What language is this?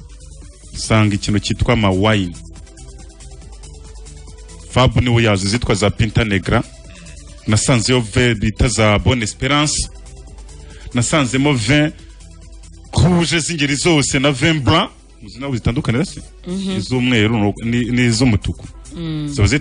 Kinyarwanda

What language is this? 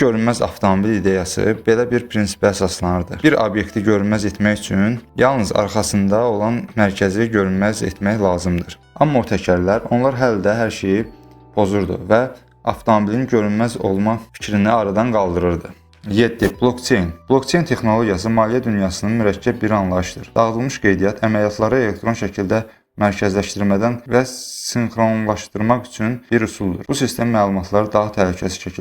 Azerbaijani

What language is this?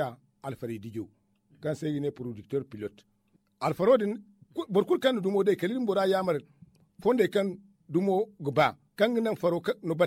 Zarma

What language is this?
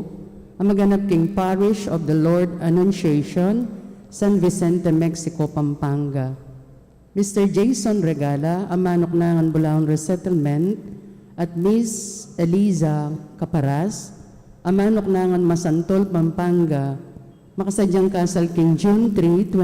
Pampanga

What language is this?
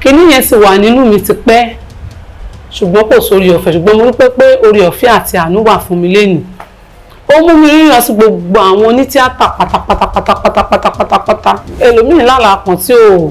Yoruba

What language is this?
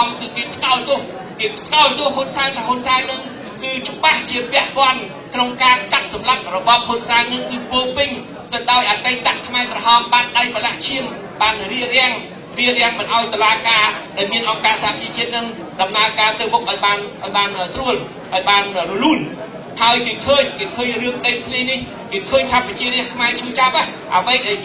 Khmer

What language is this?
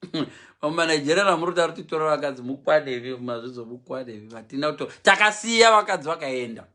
Shona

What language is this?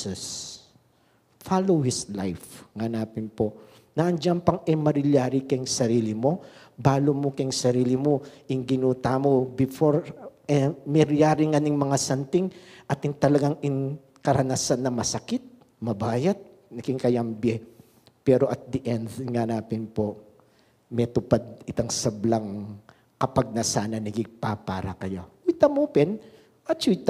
Pampanga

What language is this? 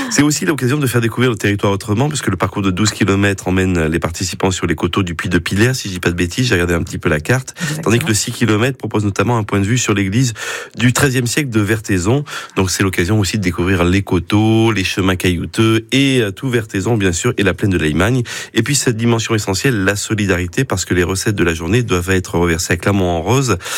French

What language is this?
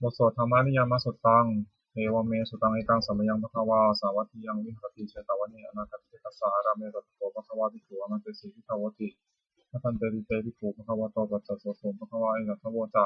Pali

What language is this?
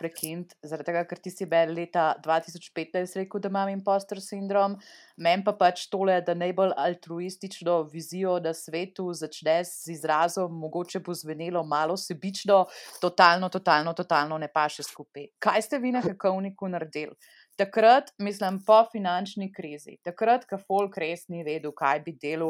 Slovenian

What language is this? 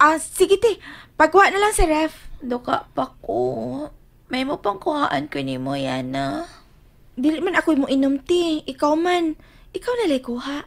Cebuano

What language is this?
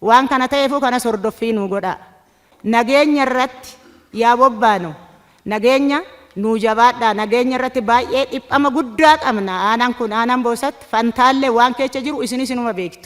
Oromo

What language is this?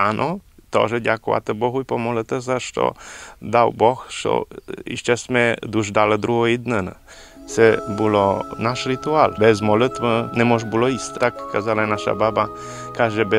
Ukrainian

